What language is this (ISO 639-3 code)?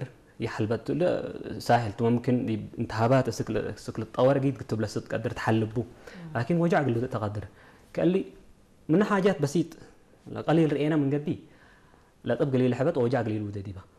tir